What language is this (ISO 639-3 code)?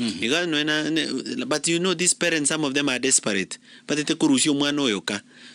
guz